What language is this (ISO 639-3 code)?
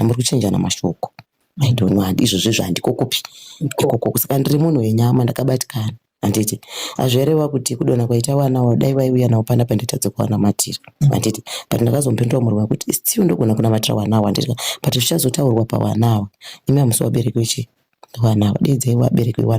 sna